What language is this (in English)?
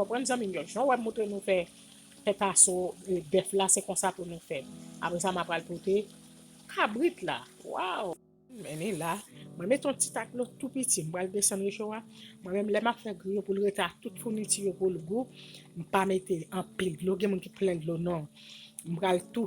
Haitian Creole